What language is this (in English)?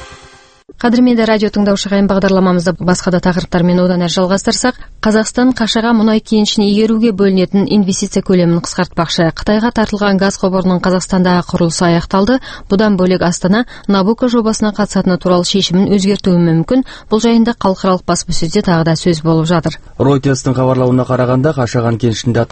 Kazakh